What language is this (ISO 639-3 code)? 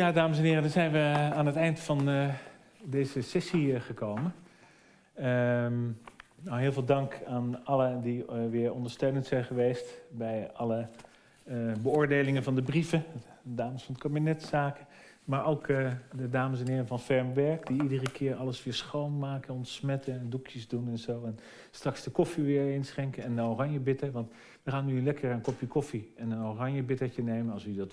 nld